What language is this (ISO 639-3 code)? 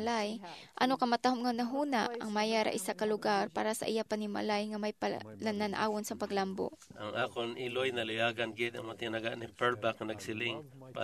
hil